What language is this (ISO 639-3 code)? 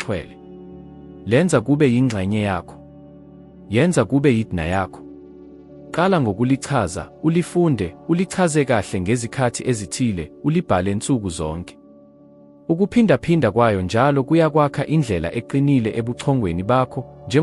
zul